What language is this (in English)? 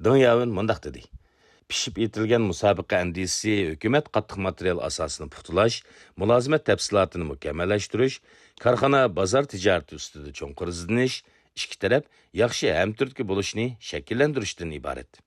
Uyghur